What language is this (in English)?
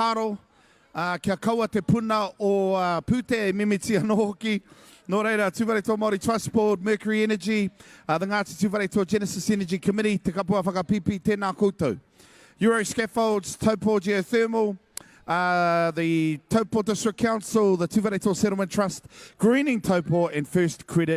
Māori